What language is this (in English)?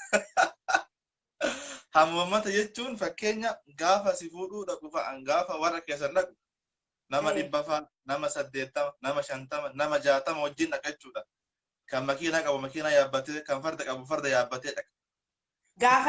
Oromo